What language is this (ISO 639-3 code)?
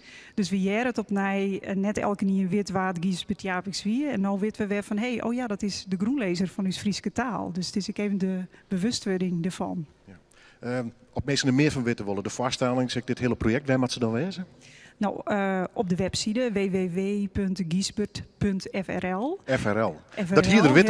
fry